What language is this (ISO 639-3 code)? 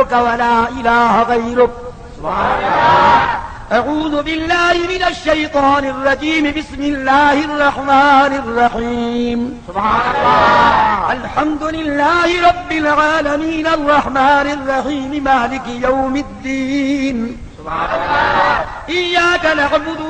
skr